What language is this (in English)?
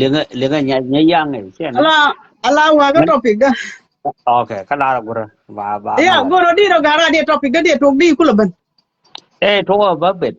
Nuer